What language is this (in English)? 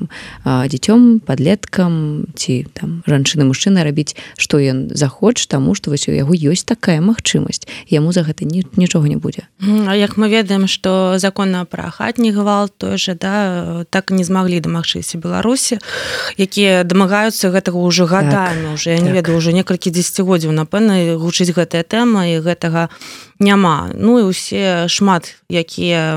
Belarusian